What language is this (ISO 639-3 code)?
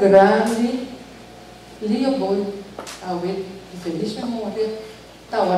pap